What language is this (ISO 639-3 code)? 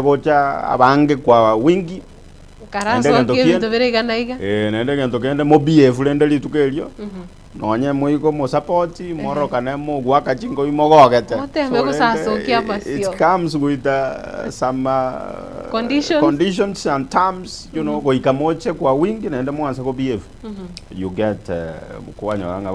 guz